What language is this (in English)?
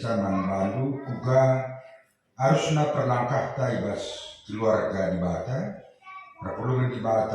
Batak Karo